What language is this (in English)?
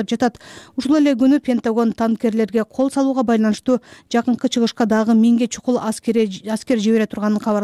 Kyrgyz